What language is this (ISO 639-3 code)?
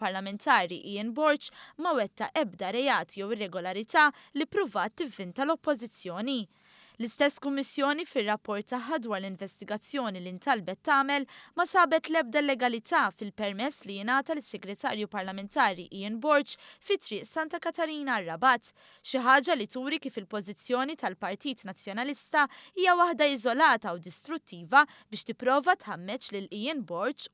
mlt